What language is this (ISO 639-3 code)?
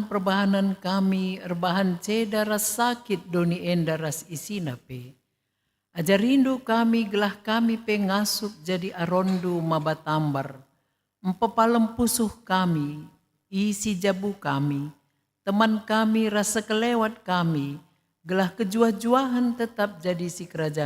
btx